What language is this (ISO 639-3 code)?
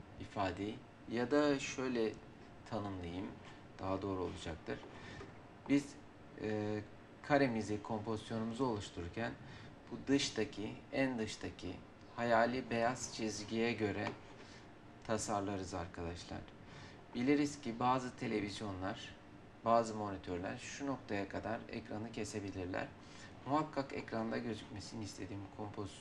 tur